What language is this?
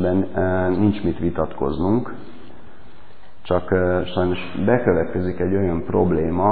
Hungarian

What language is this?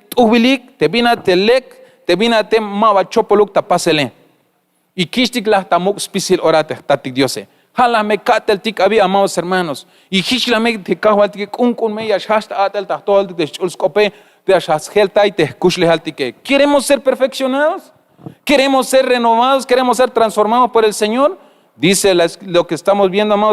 Tzeltal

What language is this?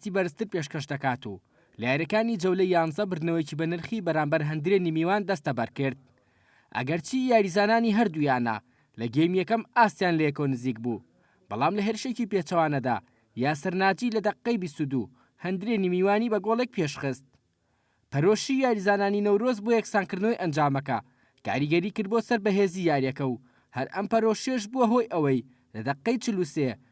Central Kurdish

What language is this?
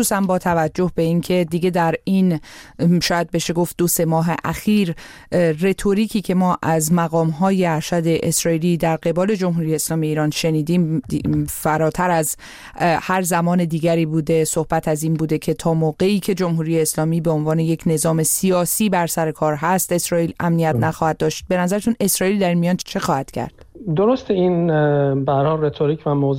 Persian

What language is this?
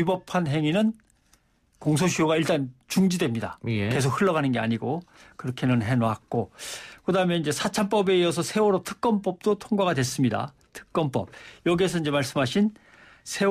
Korean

